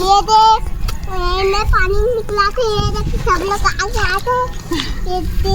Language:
Chhattisgarhi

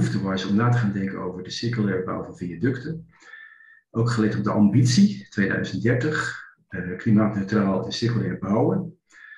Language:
Dutch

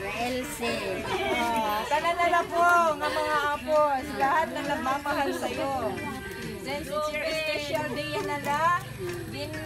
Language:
Waray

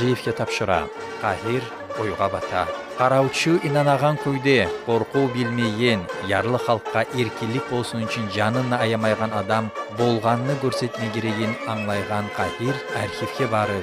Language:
Kumyk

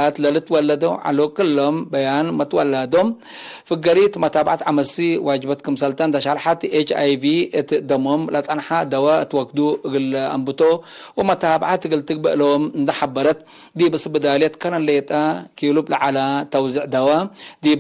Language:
Tigre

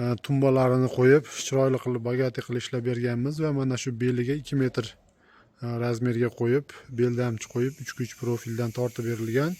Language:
Uzbek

